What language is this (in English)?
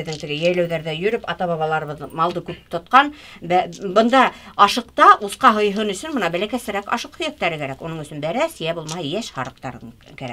Bashkir